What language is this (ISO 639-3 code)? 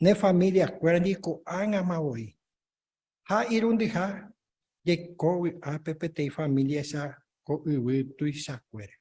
grn